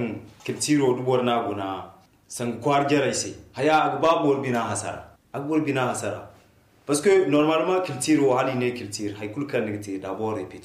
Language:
Zarma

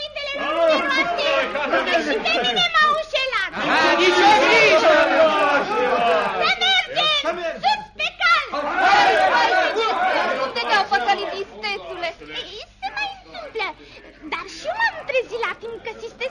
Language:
Romanian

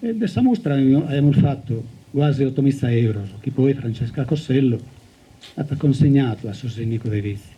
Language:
Sardinian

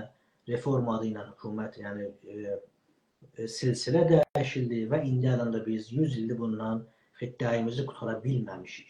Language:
South Azerbaijani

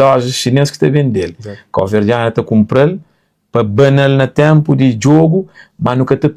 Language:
Kabuverdianu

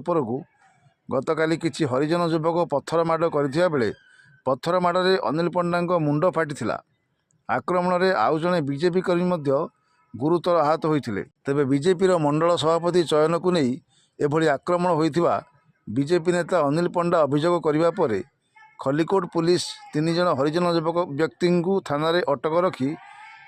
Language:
Odia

